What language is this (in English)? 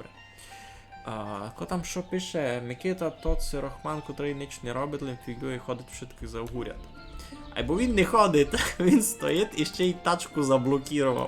Rusyn